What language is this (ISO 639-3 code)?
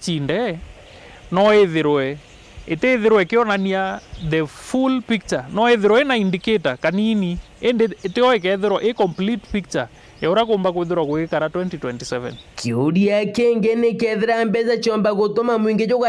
mer